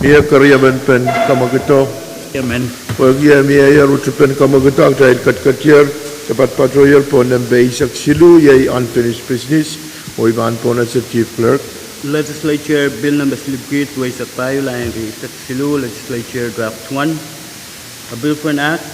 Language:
Pohnpeian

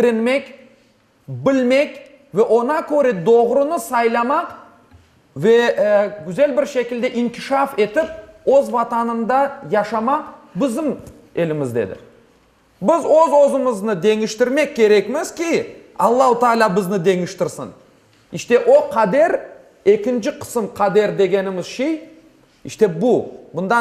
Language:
Crimean Tatar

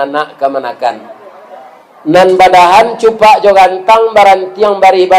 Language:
Minangkabau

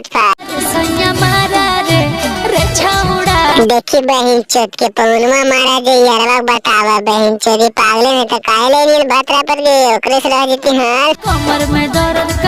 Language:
Magahi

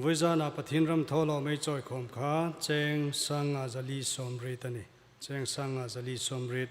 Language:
Hmar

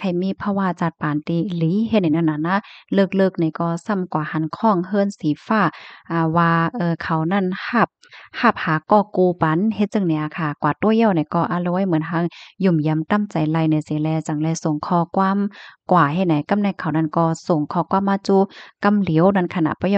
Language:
Shan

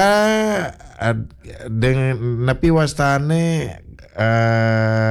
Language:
Balinese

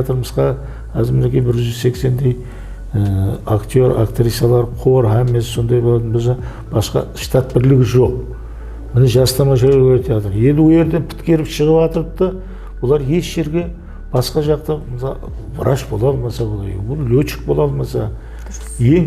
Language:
Kara-Kalpak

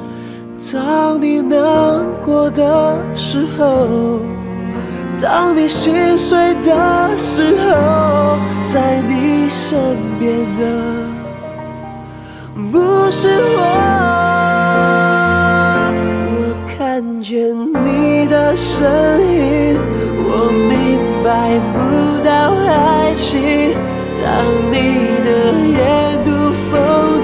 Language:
Chinese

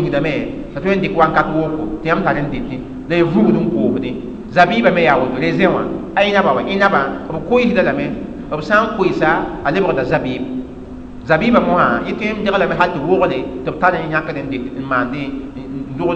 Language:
Mossi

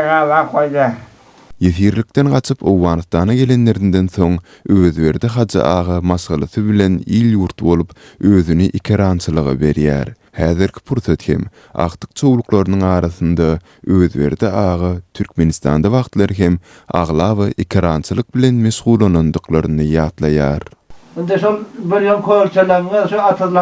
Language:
Turkmen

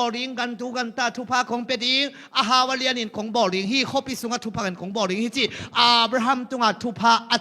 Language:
Tedim Chin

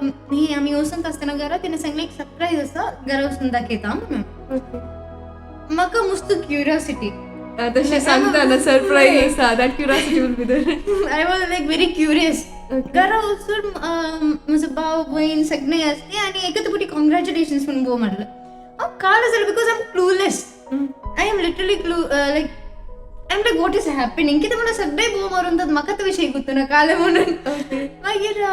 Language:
Konkani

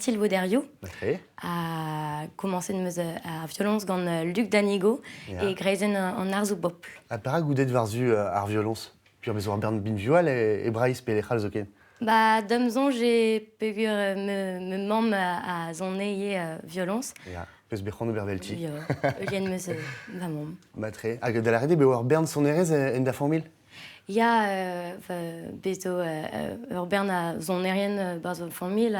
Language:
Breton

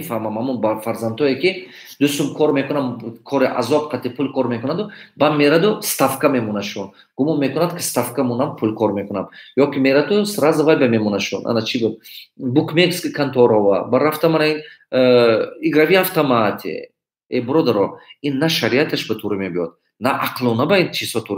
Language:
Tajik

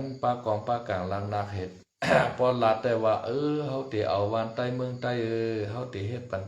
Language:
Shan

